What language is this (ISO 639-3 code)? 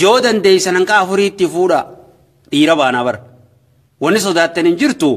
orm